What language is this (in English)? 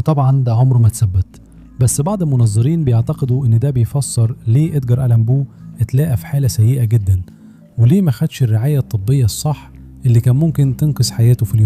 Egyptian Arabic